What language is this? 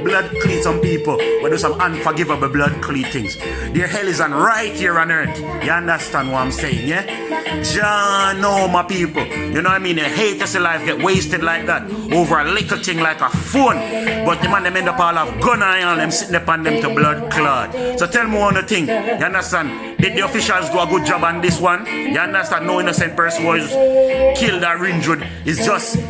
Jamaican Creole English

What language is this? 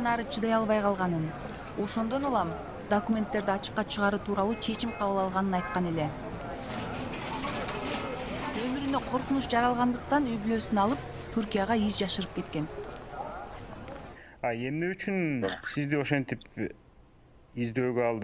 Kyrgyz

